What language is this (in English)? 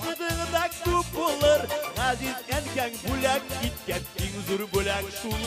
Bashkir